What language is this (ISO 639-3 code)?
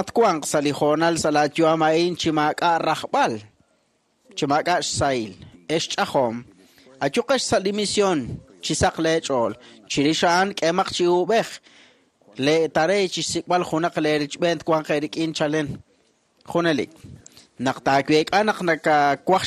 kek